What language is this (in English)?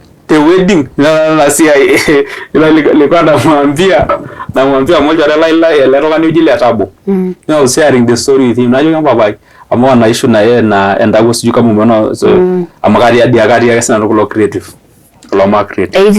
Masai